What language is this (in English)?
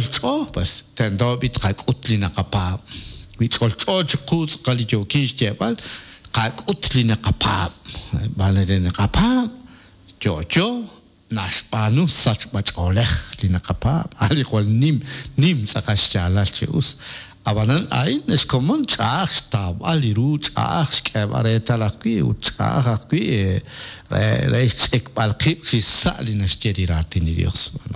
Kekchí